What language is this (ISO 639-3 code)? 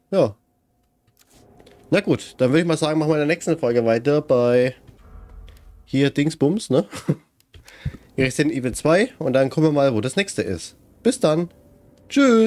deu